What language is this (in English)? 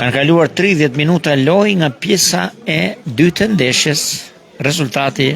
Albanian